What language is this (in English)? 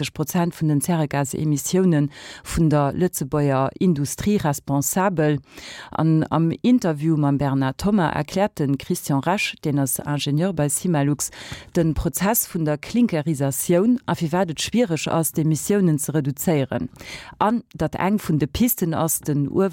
Luxembourgish